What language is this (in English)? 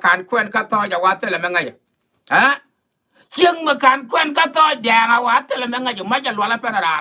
Nuer